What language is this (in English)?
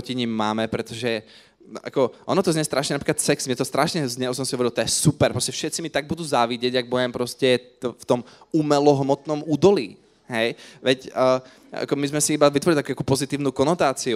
Slovak